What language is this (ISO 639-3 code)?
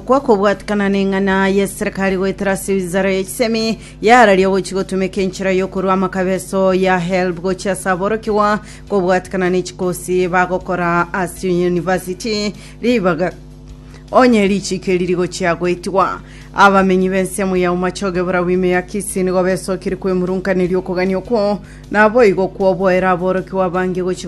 guz